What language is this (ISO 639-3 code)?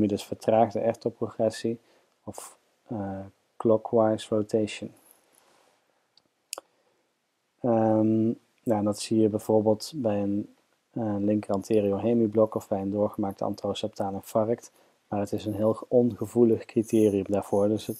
nld